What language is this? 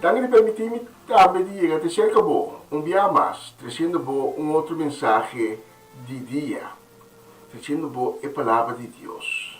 Papiamento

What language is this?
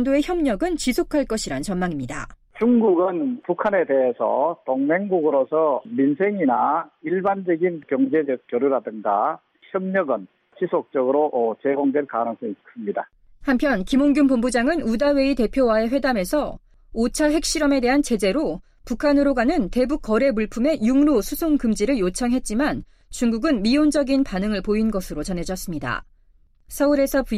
Korean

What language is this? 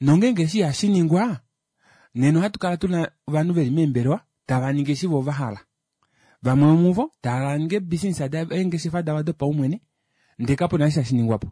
Kuanyama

